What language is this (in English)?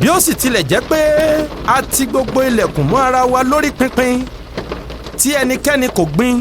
Yoruba